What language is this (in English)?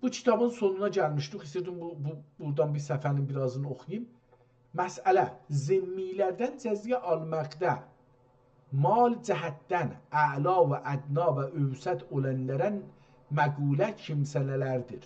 South Azerbaijani